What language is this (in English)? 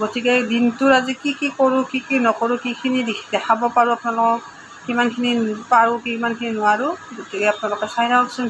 Assamese